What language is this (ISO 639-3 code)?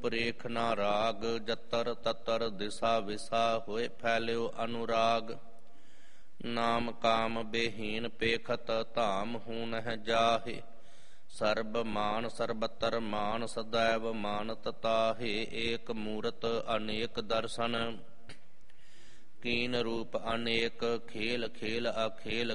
pan